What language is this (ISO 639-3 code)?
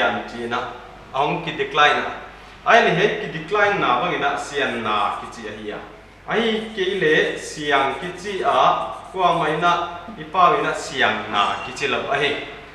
pck